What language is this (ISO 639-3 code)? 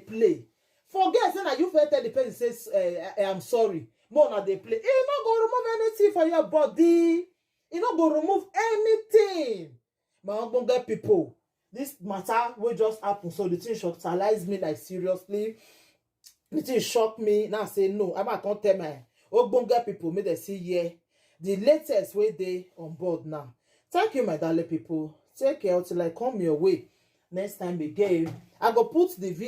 pcm